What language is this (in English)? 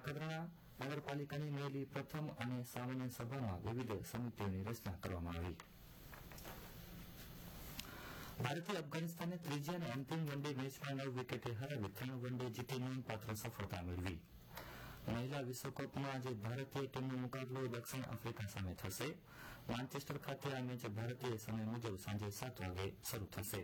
Gujarati